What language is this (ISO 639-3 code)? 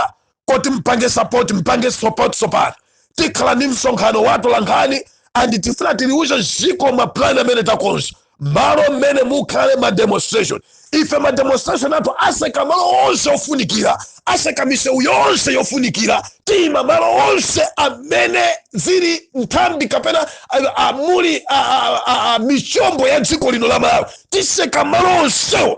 nya